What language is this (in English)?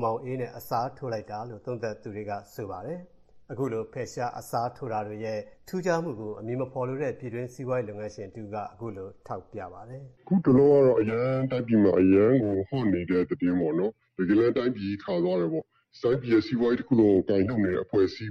Burmese